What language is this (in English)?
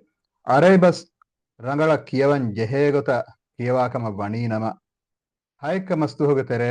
Divehi